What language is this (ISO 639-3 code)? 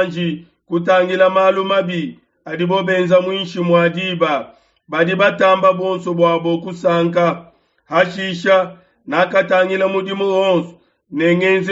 lua